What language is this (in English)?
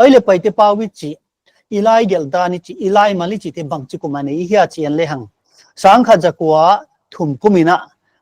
Paite Chin